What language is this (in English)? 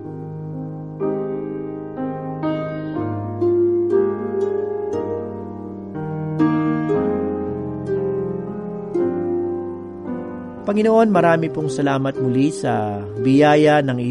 Filipino